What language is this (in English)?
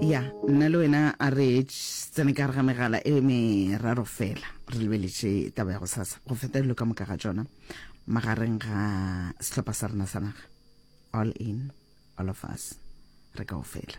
Northern Sotho